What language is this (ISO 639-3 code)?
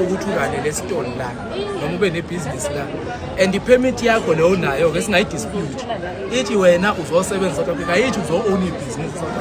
zul